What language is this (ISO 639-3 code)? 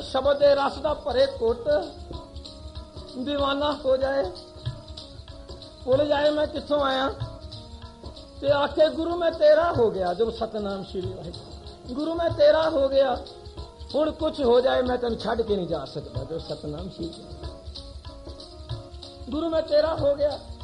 pan